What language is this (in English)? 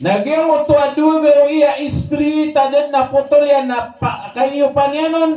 Maranao